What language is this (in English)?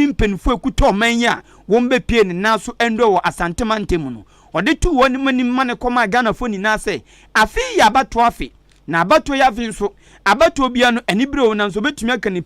Akan